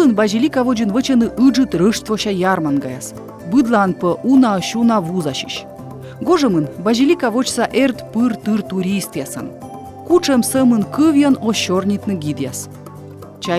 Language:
Komi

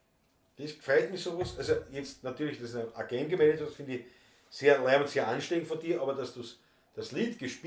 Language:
Bavarian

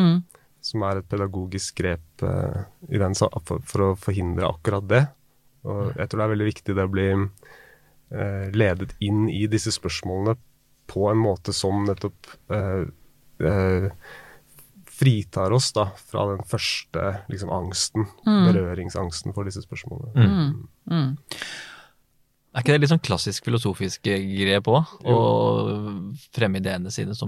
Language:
Norwegian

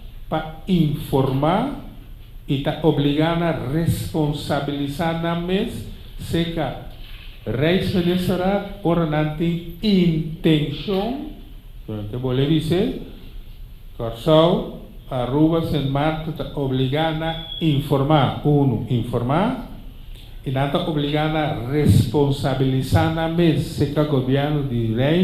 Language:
Papiamento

